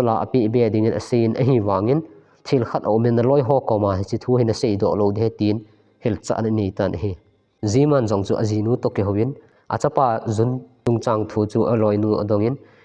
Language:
Thado Chin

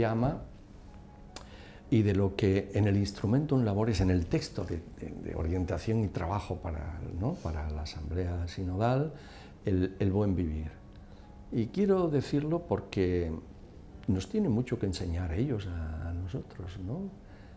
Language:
Spanish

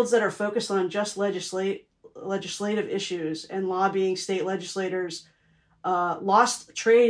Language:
English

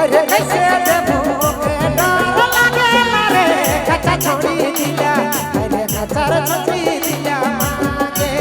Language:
Sadri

